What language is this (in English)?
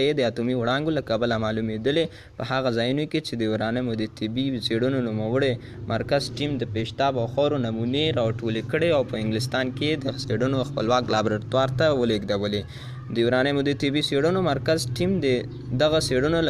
Pashto